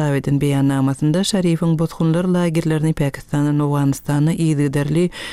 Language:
Turkmen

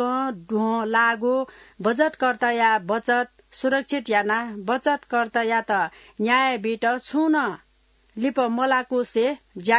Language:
Newari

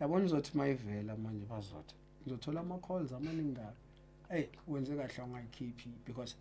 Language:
Zulu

